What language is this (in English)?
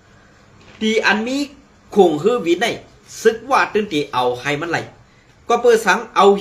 Shan